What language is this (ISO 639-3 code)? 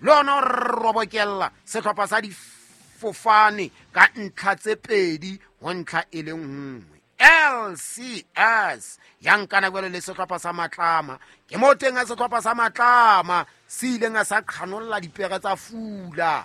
sot